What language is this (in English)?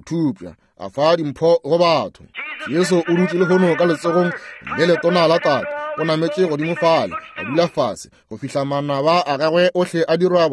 Northern Sotho